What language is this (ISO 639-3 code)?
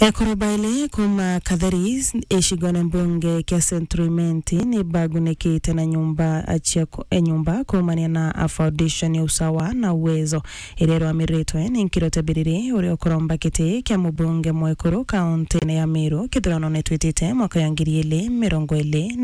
mer